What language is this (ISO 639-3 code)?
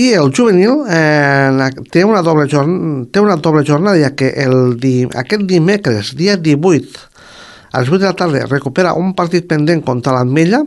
cat